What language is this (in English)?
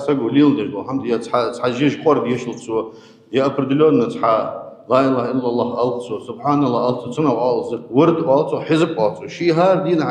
Ingush